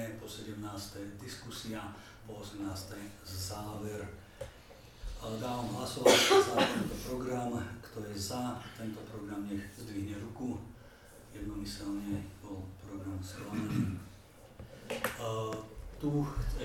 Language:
Slovak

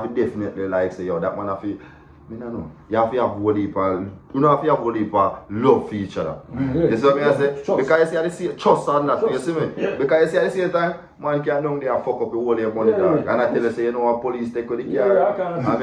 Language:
Jamaican Creole English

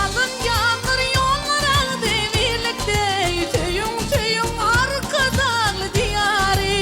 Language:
Turkmen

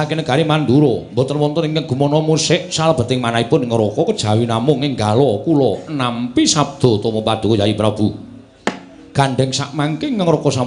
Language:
Javanese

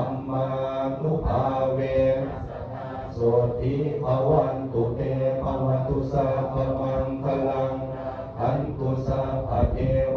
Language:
Pali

